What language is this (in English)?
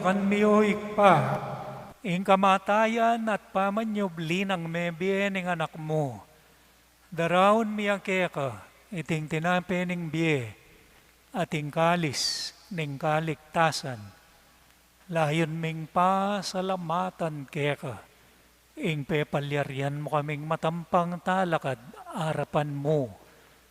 Pampanga